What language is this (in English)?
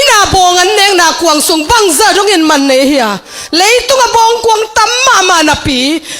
Tedim Chin